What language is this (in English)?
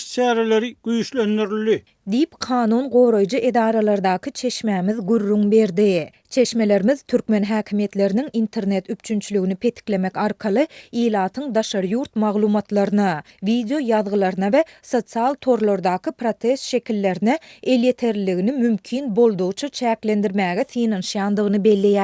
Turkmen